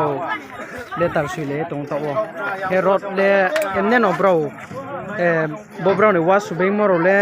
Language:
Riang (India)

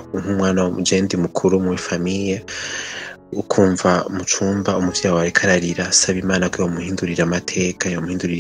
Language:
Rundi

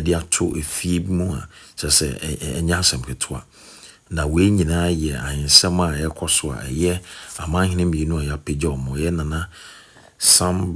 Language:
Akan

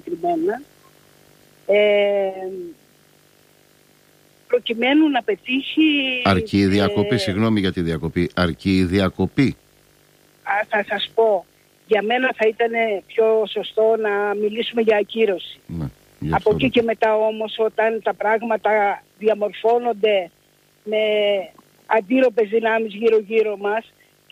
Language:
Greek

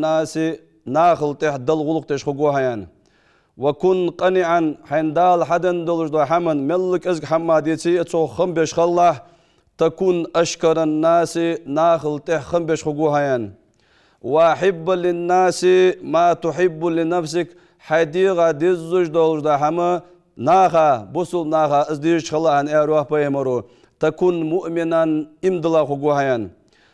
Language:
Ingush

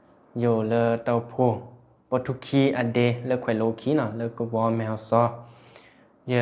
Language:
S'gaw Karen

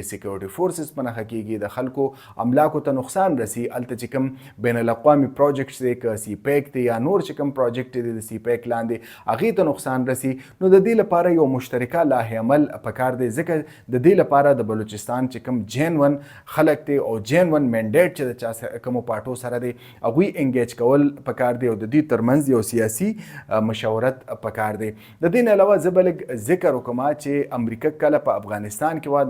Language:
Pashto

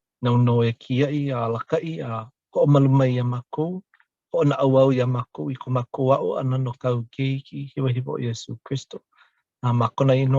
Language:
Hawaiian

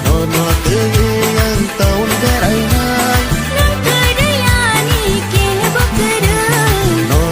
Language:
Kok Borok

